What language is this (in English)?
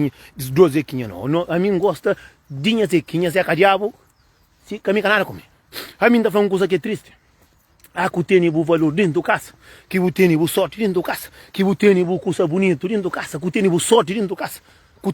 Kabuverdianu